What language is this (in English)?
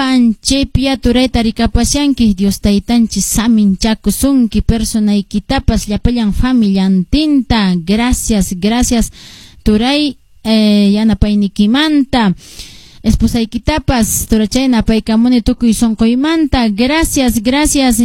Quechua